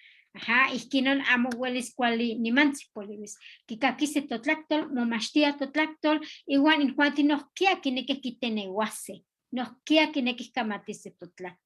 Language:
Eastern Huasteca Nahuatl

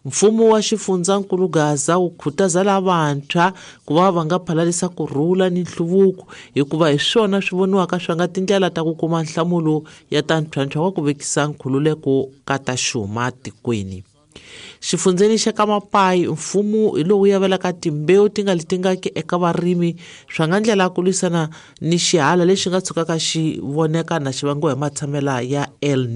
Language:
Tsonga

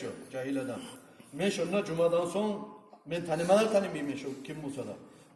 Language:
Kumyk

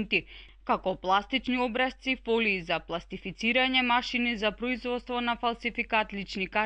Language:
Macedonian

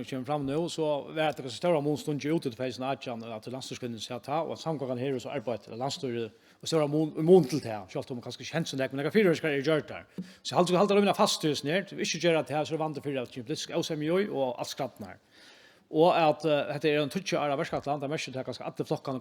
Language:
Faroese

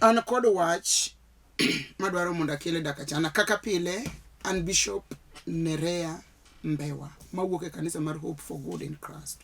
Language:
Luo (Kenya and Tanzania)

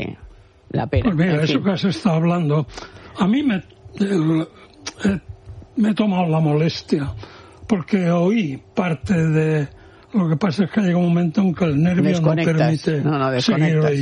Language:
Spanish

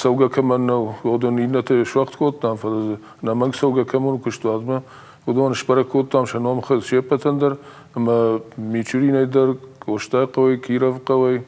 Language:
Ossetic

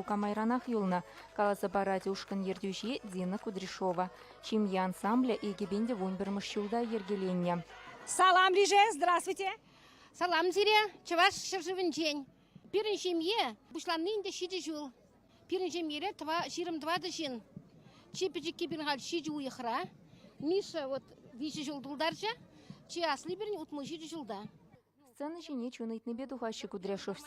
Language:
Chuvash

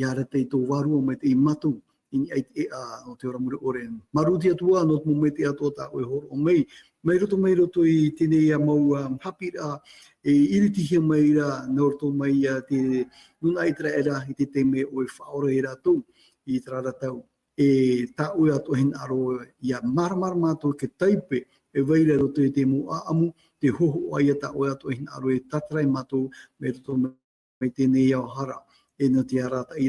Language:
Tahitian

